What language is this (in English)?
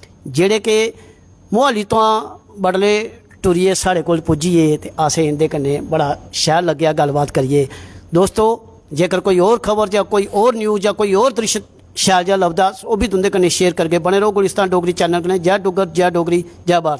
Dogri